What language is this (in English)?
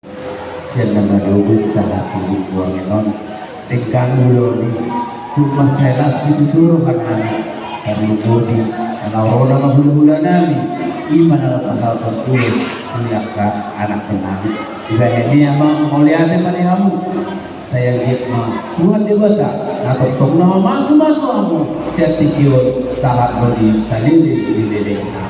Batak Toba